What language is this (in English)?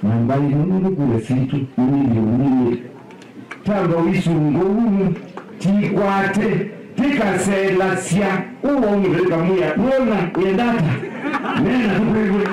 Kamba